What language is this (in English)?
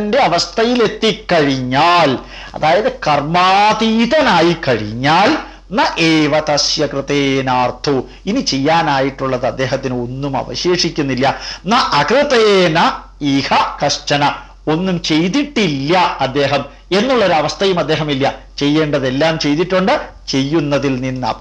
Malayalam